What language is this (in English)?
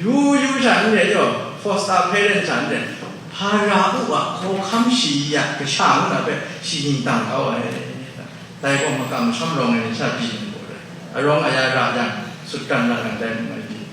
Kachin